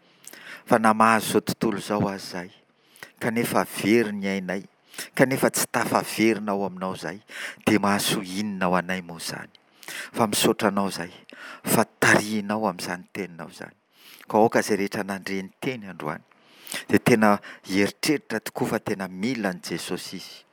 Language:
Malagasy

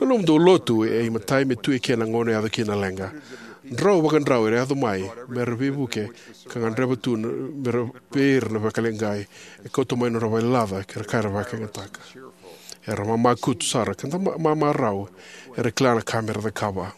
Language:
Fijian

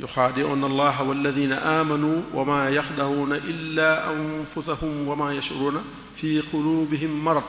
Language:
Wolof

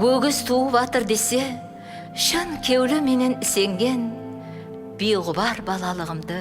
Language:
Kara-Kalpak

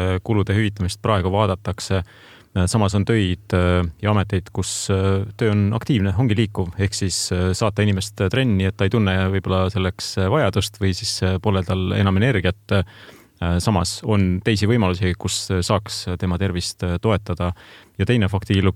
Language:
Estonian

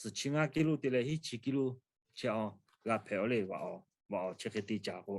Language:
Lahu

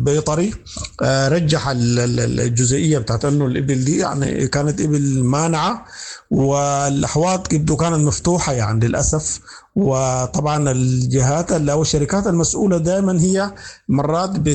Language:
Sudanese Arabic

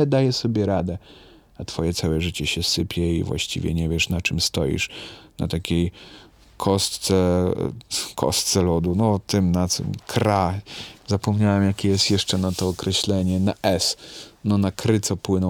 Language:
Polish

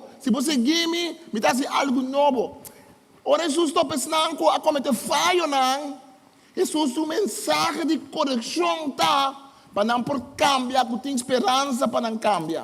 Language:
Papiamento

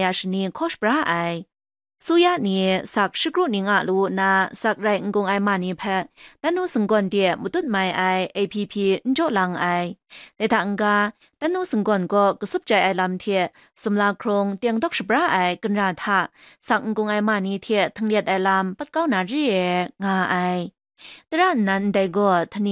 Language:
Kachin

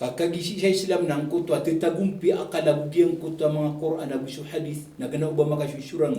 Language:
Maranao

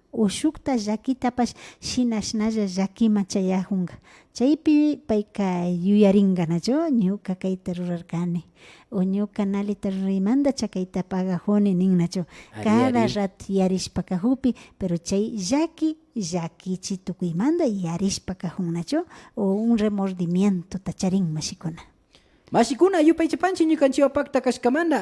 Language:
Imbabura Highland Quichua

